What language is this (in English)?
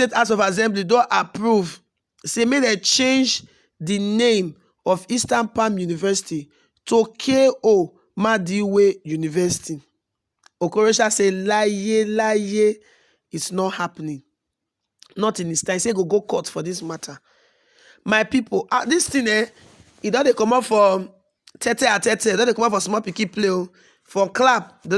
Nigerian Pidgin